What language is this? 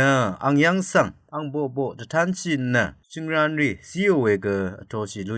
Rawang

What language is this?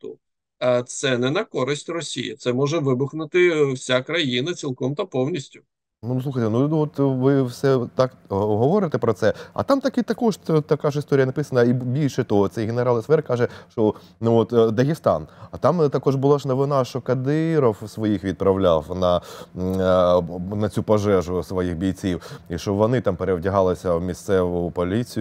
Ukrainian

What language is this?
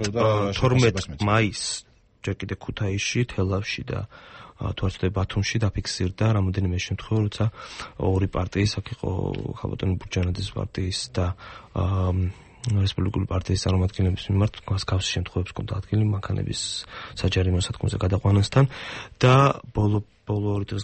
Georgian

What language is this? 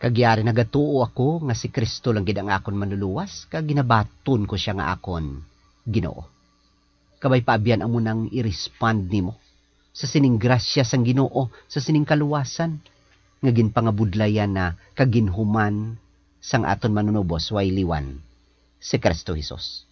Hiligaynon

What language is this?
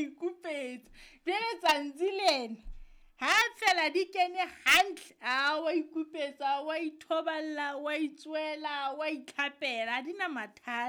Southern Sotho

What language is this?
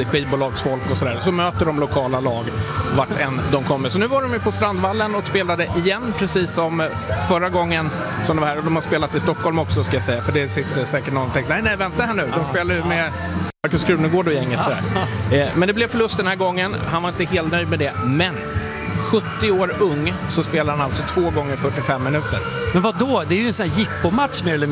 Swedish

